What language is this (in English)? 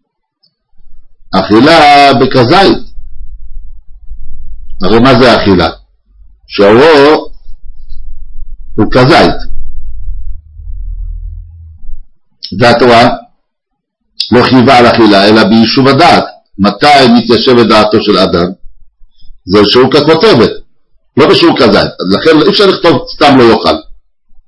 Hebrew